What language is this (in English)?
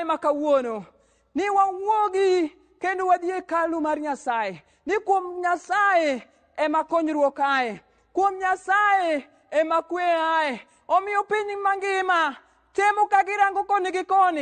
Luo (Kenya and Tanzania)